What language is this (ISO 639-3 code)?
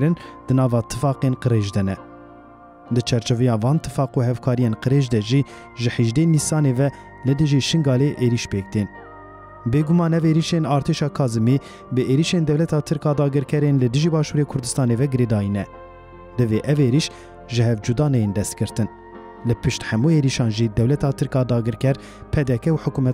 kur